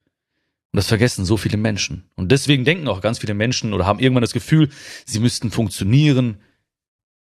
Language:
German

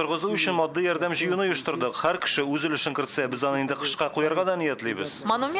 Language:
Tatar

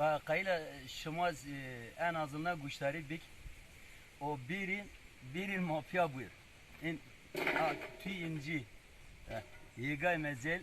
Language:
Zaza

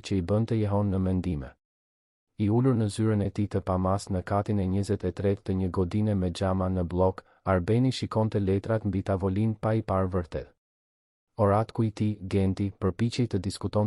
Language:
Albanian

